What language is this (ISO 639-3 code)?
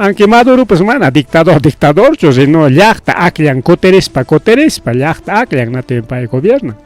quy